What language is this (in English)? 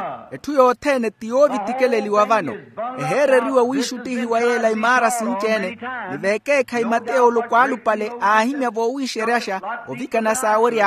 Makhuwa